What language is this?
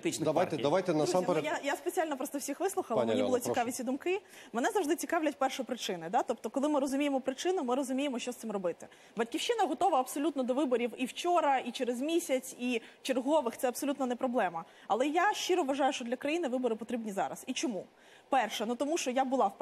Ukrainian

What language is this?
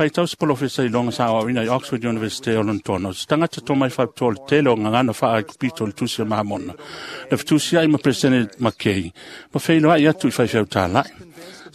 Samoan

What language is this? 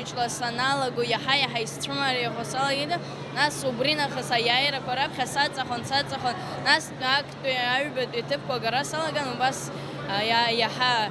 Abkhazian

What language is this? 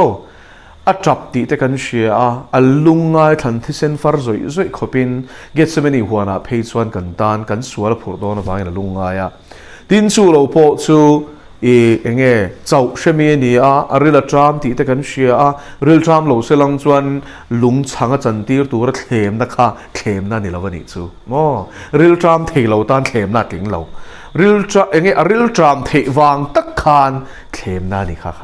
Mizo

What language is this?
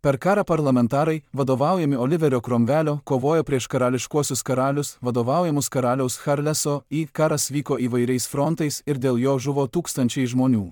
Lithuanian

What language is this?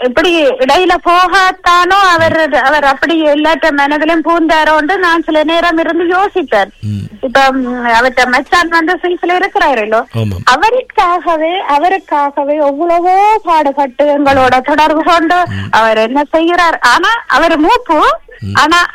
Tamil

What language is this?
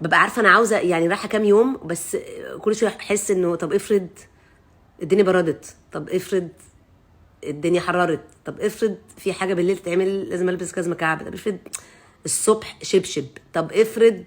Egyptian Arabic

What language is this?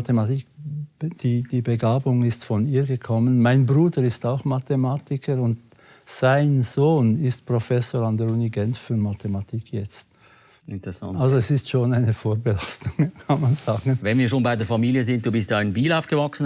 Swiss German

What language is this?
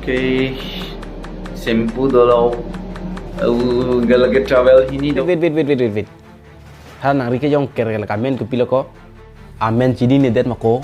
Karbi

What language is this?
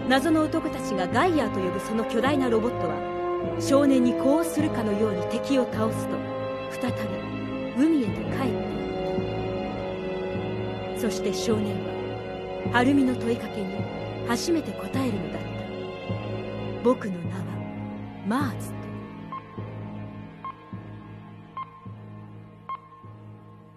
Japanese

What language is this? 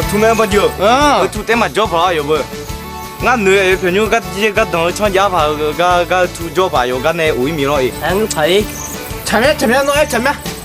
Akha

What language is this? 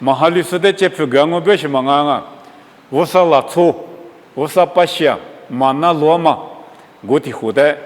Lisu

